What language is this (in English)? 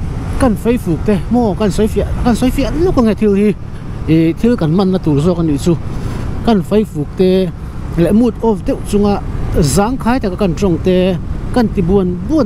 Mizo